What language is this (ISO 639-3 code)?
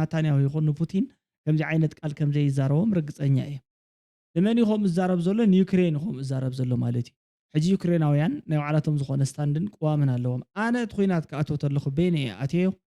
tir